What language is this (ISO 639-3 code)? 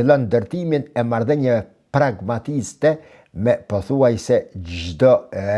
sqi